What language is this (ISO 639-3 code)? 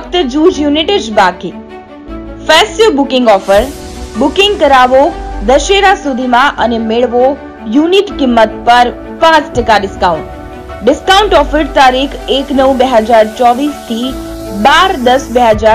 guj